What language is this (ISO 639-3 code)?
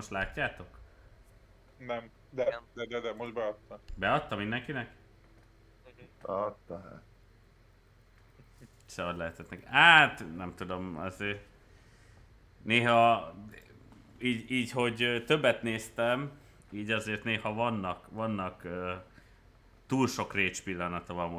hun